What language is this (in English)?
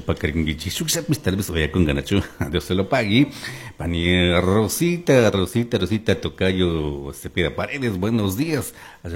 Chimborazo Highland Quichua